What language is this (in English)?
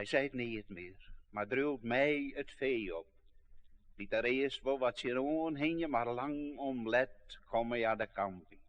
Western Frisian